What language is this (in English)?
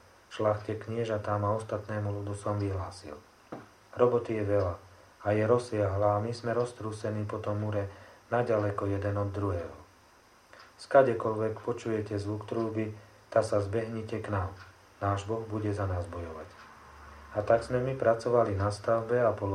Slovak